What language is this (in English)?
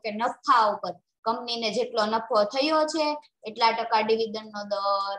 Gujarati